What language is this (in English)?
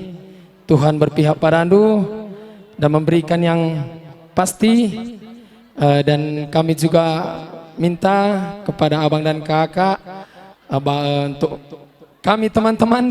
Batak Karo